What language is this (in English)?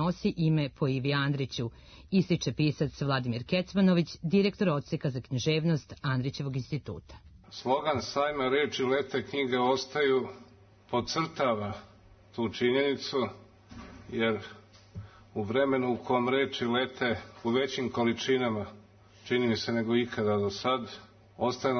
Serbian